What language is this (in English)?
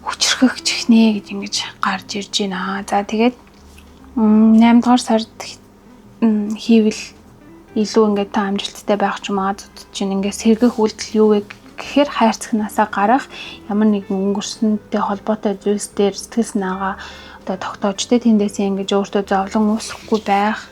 Mongolian